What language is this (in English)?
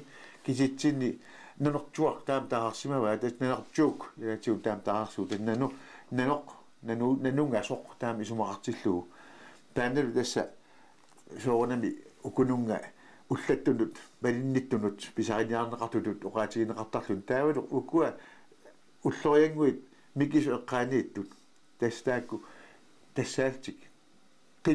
Kalaallisut